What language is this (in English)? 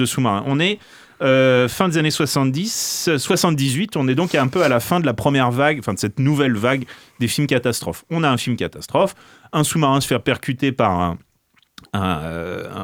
French